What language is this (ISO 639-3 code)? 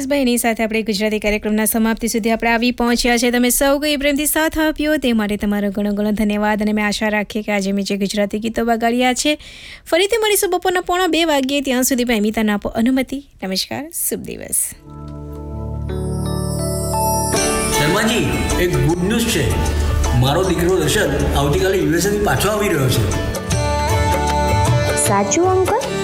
guj